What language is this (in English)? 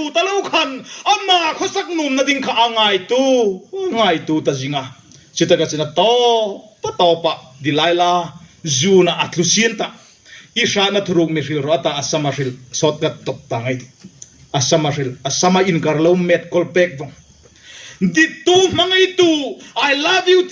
Hmar